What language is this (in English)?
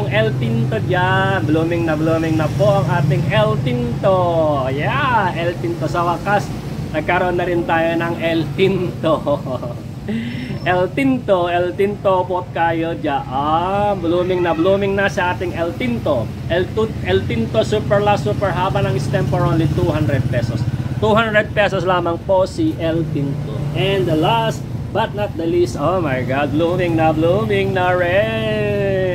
Filipino